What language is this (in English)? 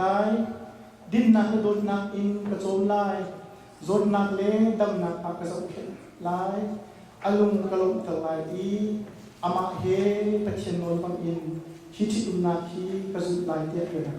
Hakha Chin